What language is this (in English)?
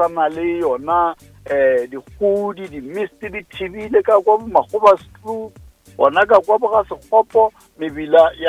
Northern Sotho